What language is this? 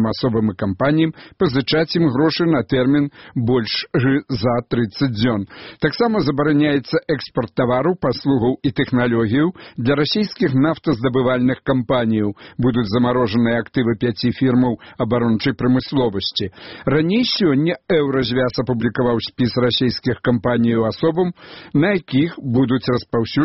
Belarusian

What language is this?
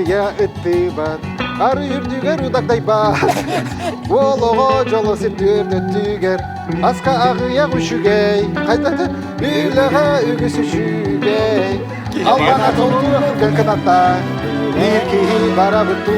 Yakut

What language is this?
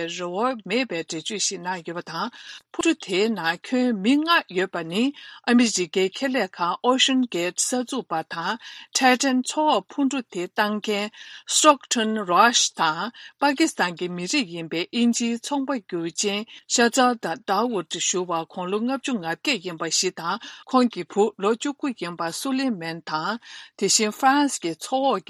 Tibetan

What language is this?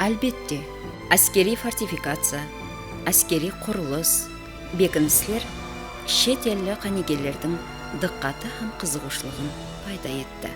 Kara-Kalpak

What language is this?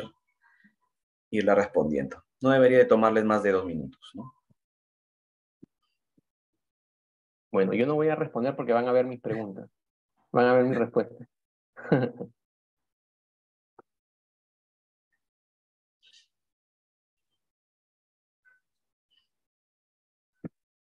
Spanish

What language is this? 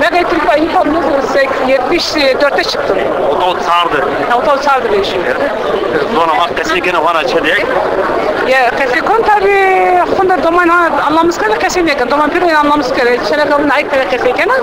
Zaza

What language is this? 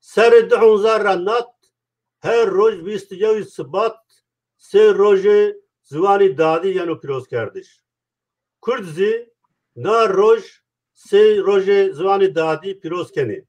Zaza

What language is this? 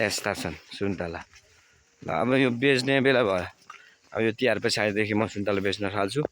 Nepali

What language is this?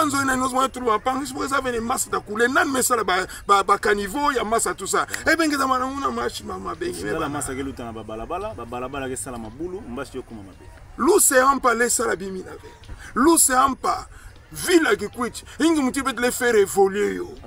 Kituba (Democratic Republic of Congo)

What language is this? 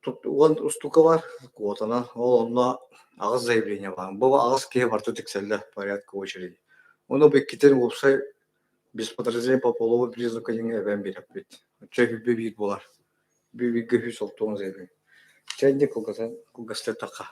Yakut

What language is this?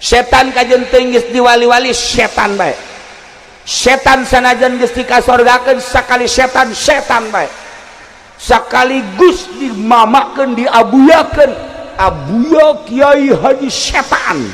Sundanese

